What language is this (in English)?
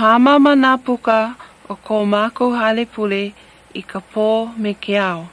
Hawaiian